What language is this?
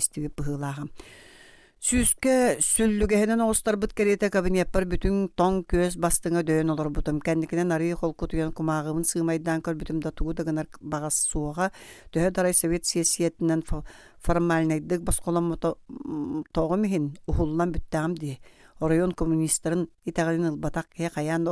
Yakut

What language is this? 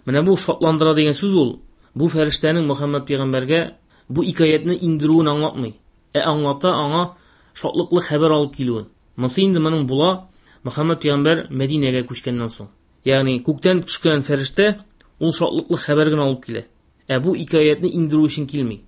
Tatar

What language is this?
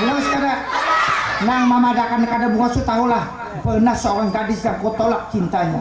Banjar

